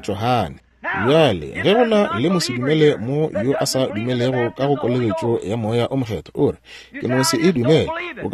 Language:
Northern Sotho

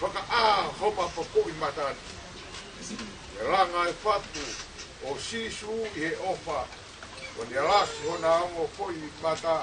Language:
Tongan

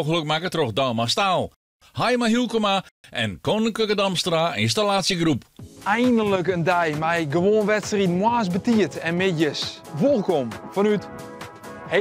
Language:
Western Frisian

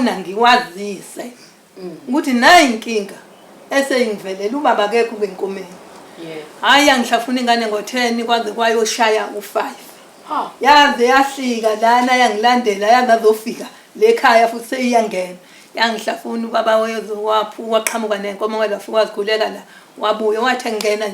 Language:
Zulu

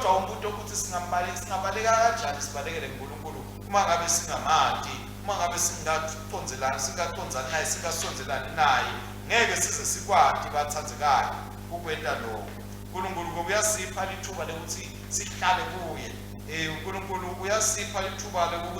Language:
Swati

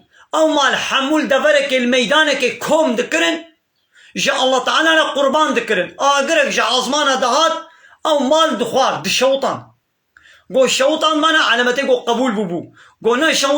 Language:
Kurdish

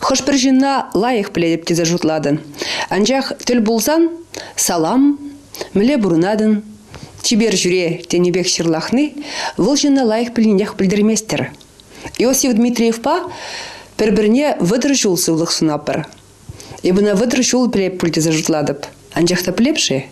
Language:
Chuvash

